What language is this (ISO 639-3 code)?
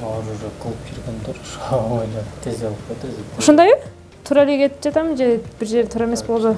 kir